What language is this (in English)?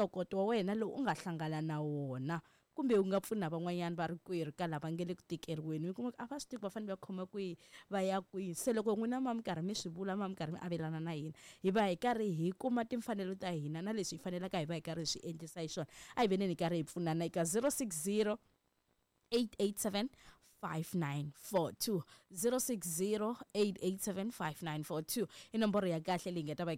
Tsonga